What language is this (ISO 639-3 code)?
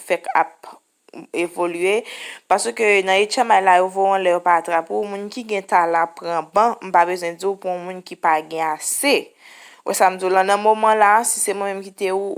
hat